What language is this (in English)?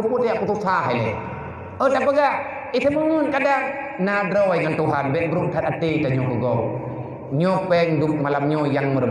Achinese